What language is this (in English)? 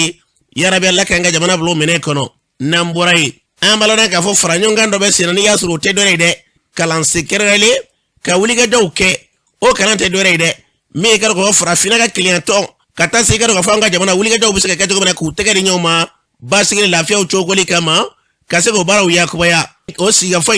Bambara